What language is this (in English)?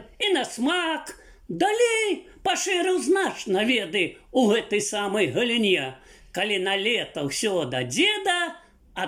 Belarusian